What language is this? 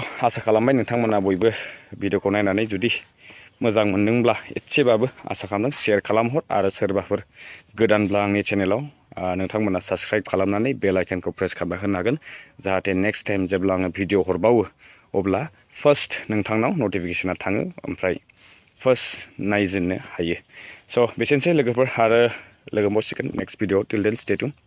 Bodo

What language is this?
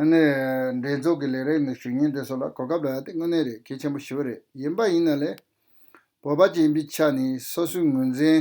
Tibetan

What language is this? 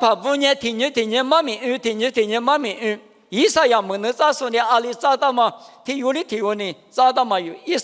Lisu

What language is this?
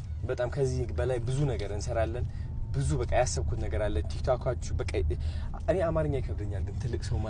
Amharic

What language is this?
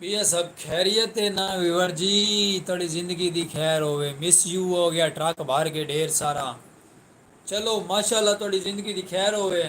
Saraiki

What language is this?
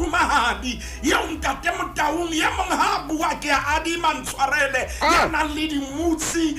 Southern Sotho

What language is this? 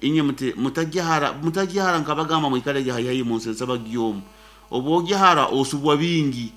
Nyankole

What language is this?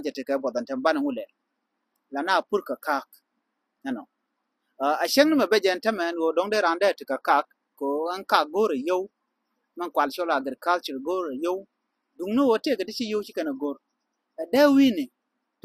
Nuer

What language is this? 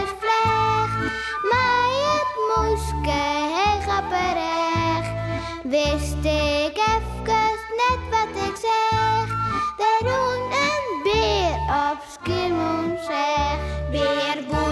Western Frisian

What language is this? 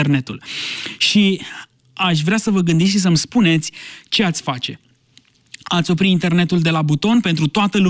Romanian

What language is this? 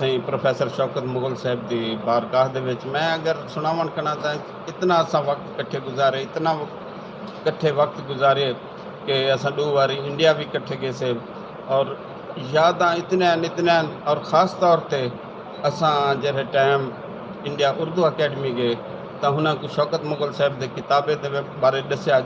Saraiki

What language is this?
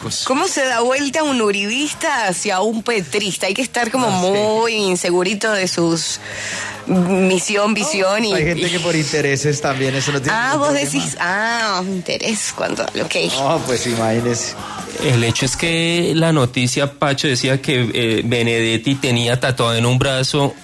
Spanish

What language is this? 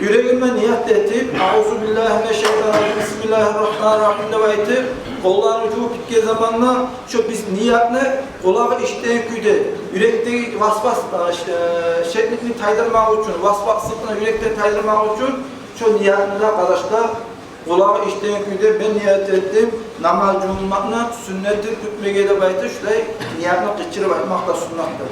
Kumyk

